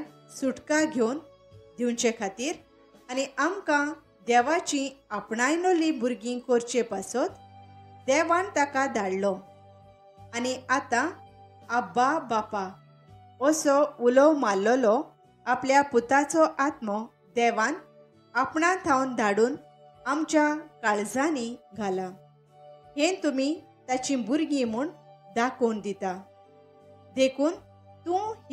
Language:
Konkani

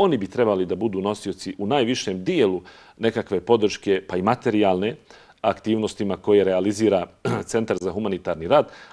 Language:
Bosnian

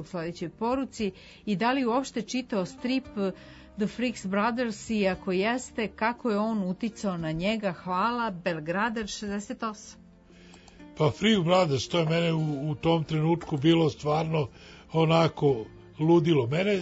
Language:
Serbian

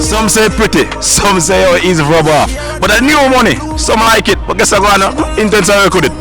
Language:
Jamaican Creole English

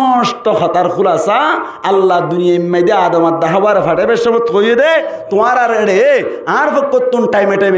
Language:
Rohingya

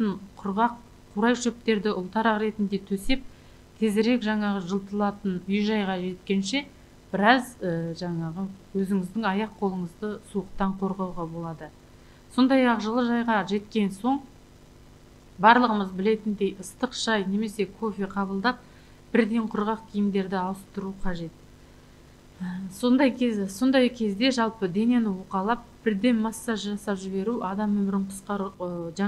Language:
Kazakh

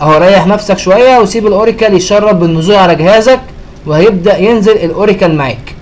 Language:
Egyptian Arabic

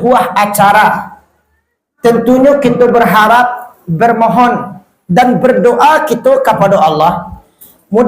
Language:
Minangkabau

